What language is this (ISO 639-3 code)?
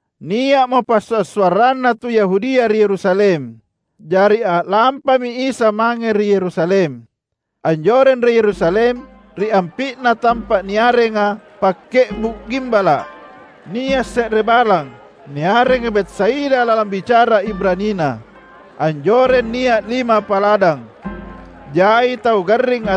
mak